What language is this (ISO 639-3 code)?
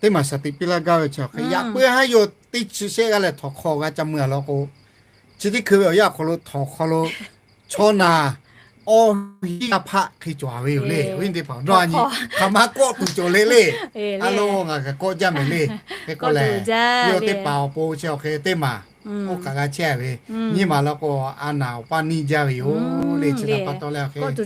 lhu